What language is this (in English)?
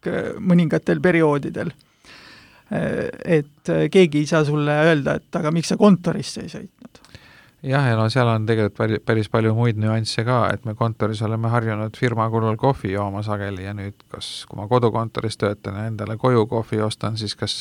Estonian